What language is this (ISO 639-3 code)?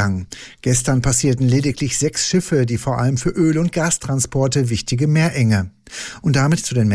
deu